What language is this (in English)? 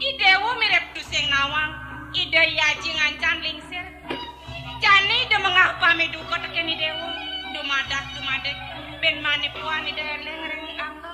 Balinese